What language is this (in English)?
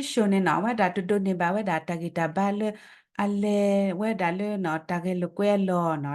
S'gaw Karen